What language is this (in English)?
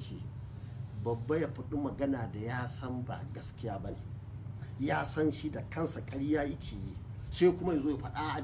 Hausa